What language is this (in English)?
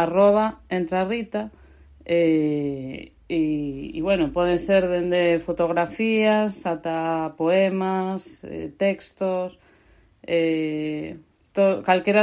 Galician